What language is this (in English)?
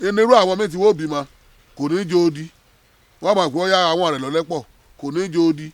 Yoruba